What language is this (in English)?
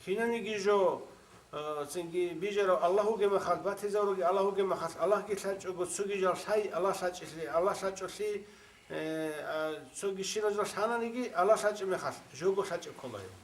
Avaric